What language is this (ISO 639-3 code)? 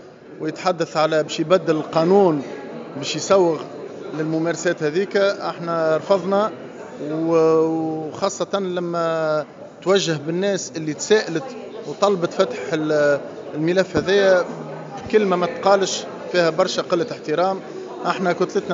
aeb